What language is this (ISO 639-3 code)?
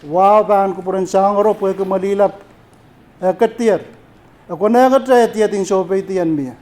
pon